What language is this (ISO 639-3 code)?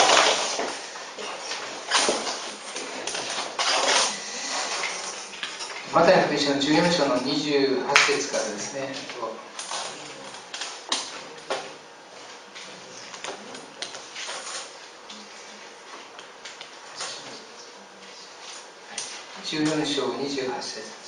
jpn